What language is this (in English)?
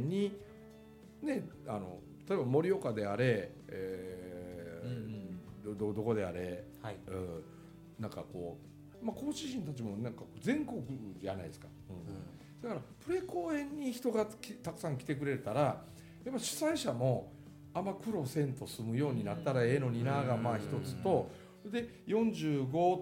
Japanese